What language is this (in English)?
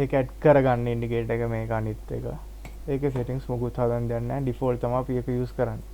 Sinhala